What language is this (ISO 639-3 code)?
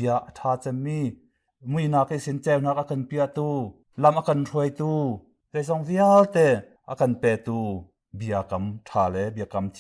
cnh